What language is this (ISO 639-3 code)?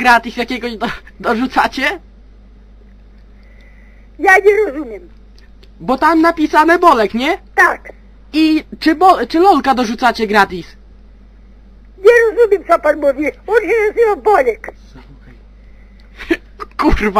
pol